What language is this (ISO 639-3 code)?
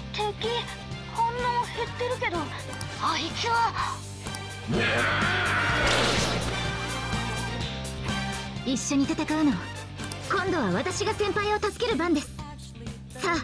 jpn